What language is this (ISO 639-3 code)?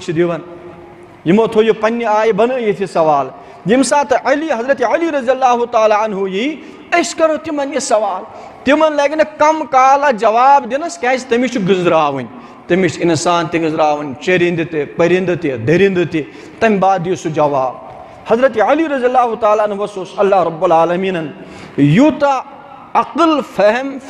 kas